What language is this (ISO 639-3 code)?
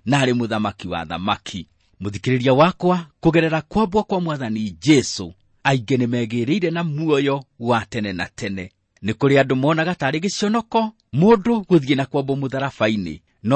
kik